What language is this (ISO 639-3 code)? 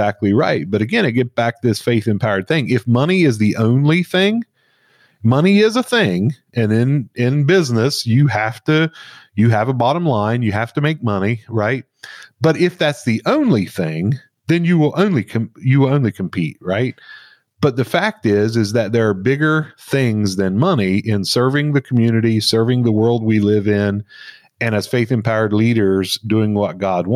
eng